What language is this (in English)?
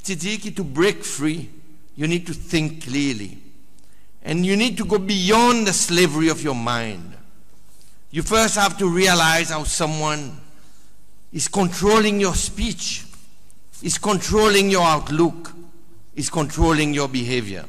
Seselwa Creole French